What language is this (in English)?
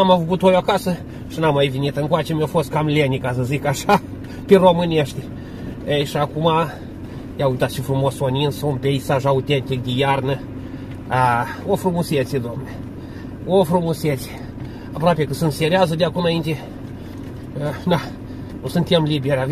Romanian